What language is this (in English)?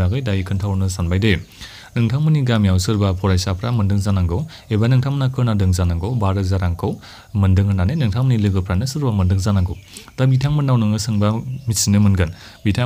Bodo